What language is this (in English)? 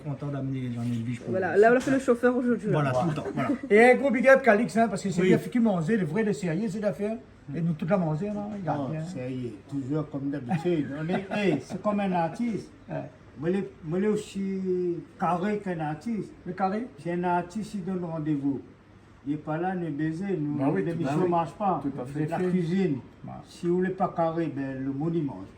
Réunion Creole French